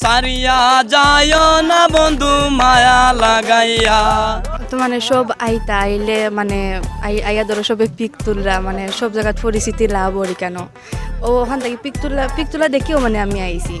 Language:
Sylheti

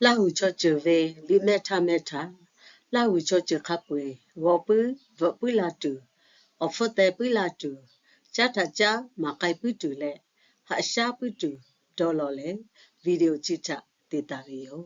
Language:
Lahu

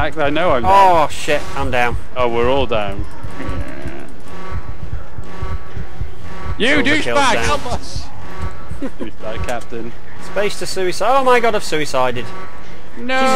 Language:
English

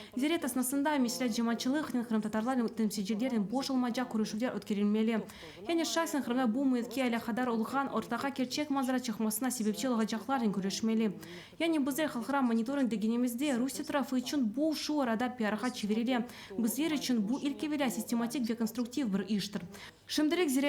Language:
Crimean Tatar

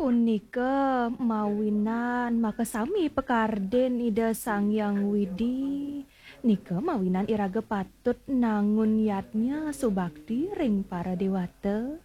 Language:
Balinese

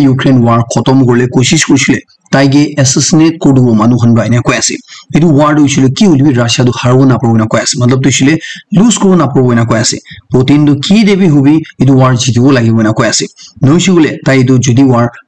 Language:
Naga Pidgin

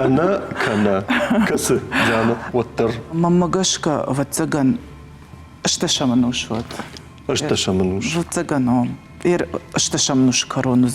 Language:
Ossetic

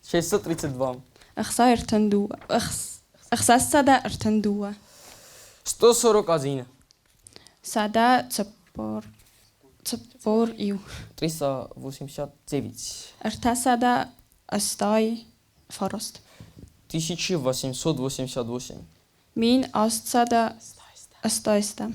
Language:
Ossetic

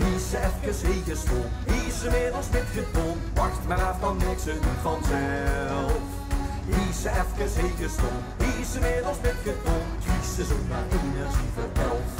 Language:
Limburgish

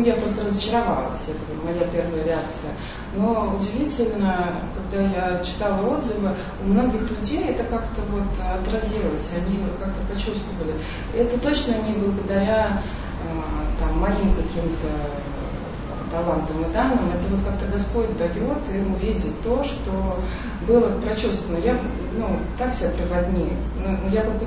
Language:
Russian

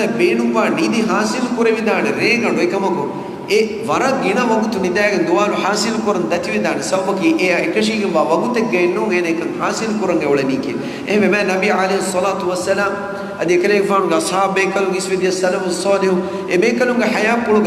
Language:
Divehi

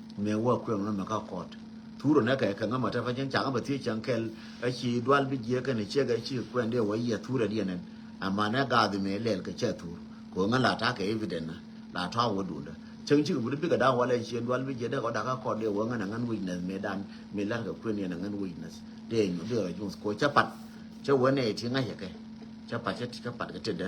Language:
Nuer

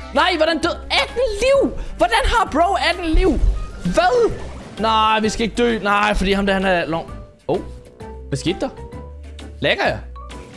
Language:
Danish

